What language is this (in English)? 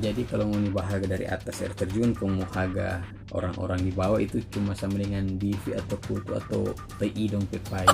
Manado Malay